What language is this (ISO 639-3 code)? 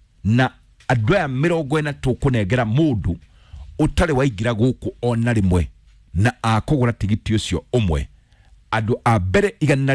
kik